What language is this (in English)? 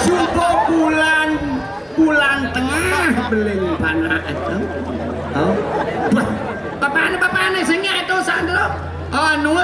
Balinese